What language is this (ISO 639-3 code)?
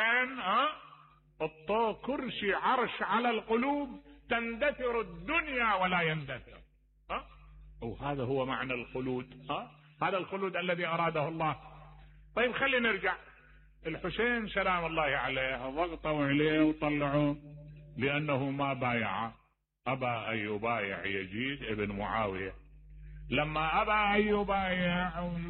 acm